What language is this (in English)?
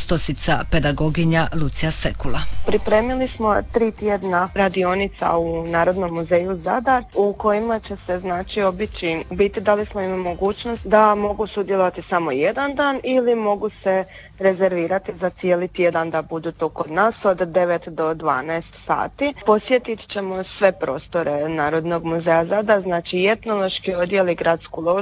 Croatian